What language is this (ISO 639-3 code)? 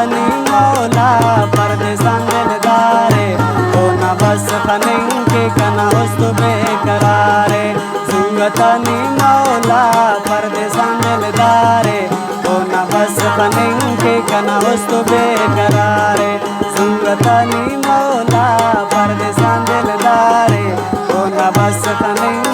brh